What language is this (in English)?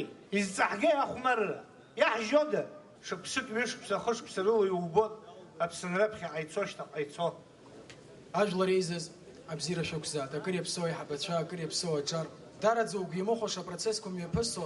Abkhazian